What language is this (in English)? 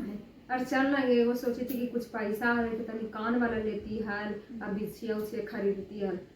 Magahi